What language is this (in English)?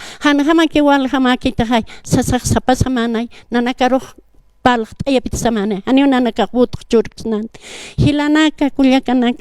Aymara